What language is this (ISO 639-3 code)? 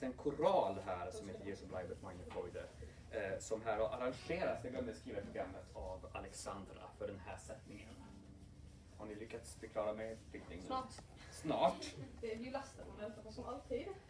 swe